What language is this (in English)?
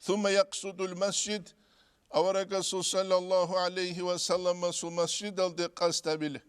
Avaric